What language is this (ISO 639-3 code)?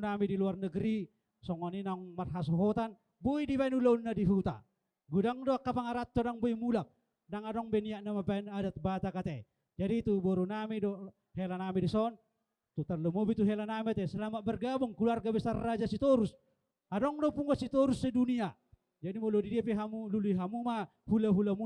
bbc